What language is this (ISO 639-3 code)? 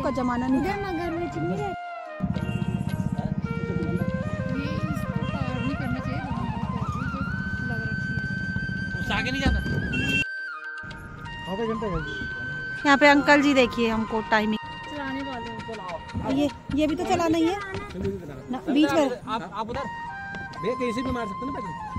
hin